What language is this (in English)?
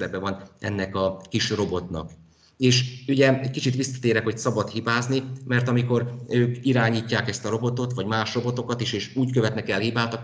Hungarian